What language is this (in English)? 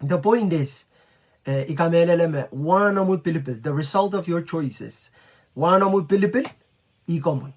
Pohnpeian